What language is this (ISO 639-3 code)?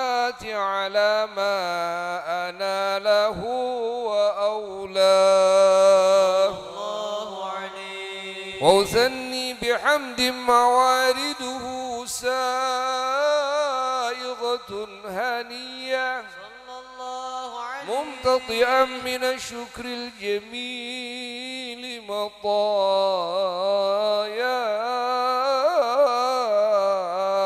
ara